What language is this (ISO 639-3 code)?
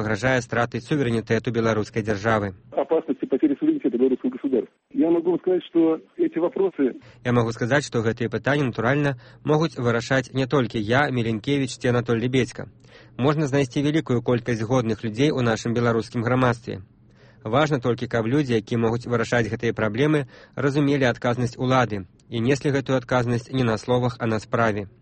bel